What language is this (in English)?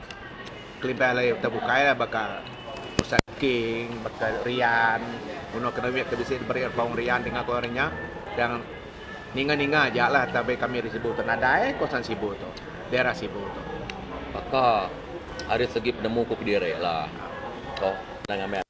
Iban